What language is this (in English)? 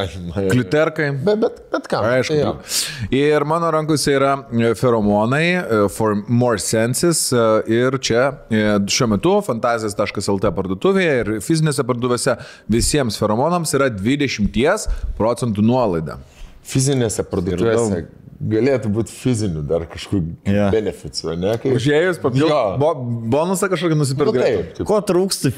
Lithuanian